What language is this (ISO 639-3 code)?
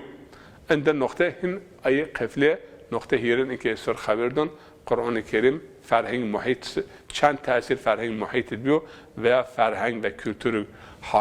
zza